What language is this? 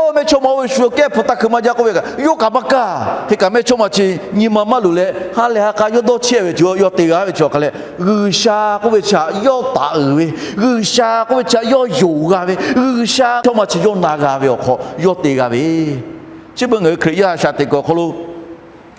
Lahu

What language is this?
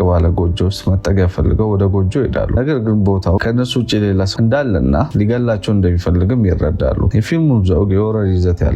Amharic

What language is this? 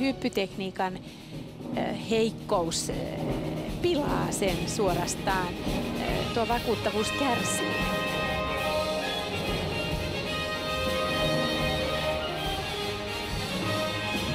Finnish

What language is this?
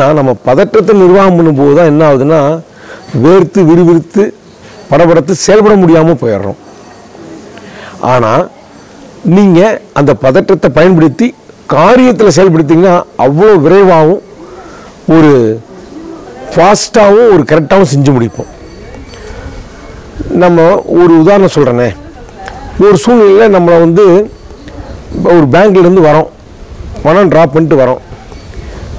Tamil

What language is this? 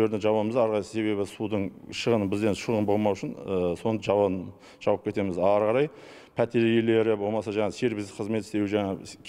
Kazakh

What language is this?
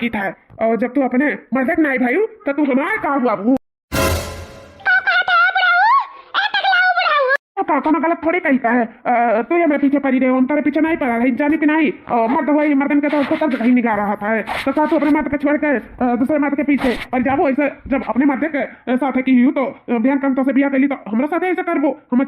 Awadhi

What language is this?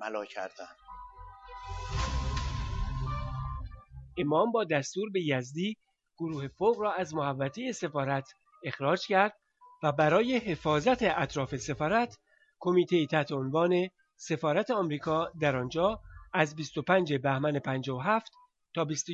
Persian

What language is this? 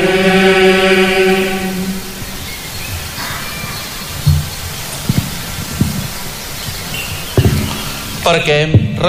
Catalan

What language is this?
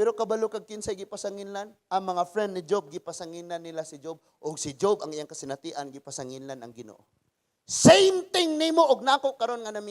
Cebuano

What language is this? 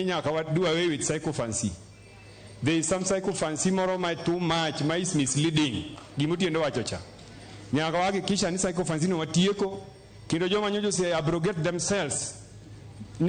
Luo (Kenya and Tanzania)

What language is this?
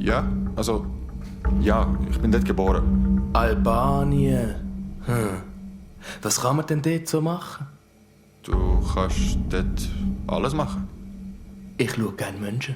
Swiss German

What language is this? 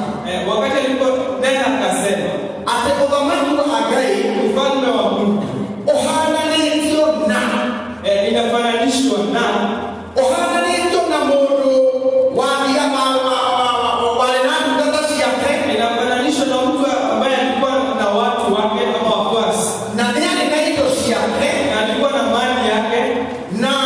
Kikuyu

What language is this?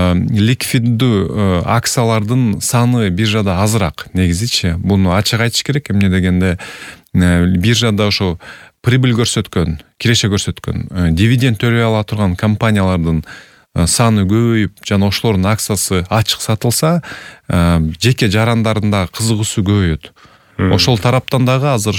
Kyrgyz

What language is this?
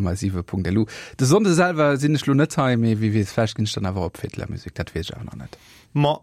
Luxembourgish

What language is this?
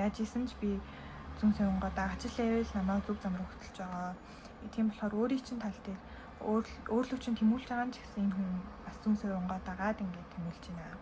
Mongolian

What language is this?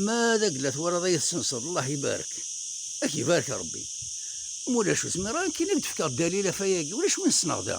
Kabyle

